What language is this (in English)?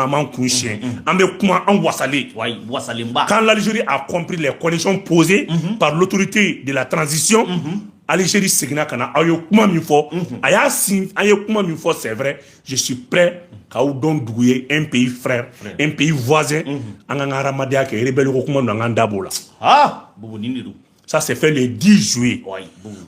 Bambara